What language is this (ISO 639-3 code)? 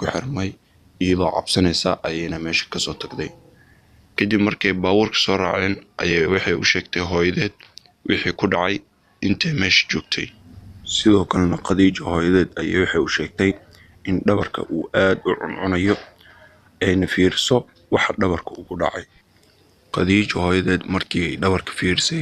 som